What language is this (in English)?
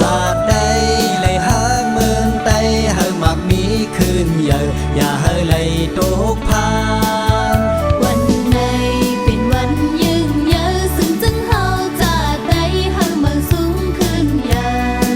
Shan